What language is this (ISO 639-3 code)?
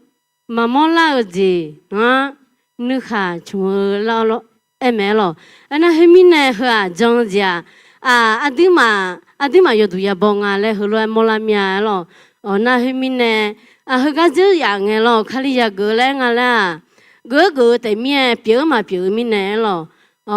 ahk